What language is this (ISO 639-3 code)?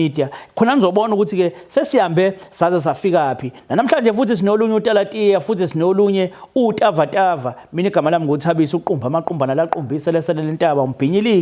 zul